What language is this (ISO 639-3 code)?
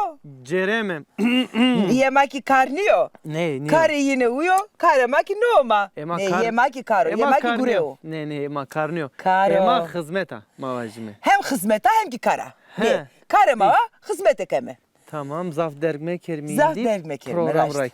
zza